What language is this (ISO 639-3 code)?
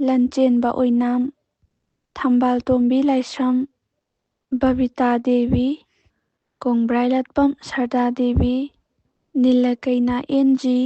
mni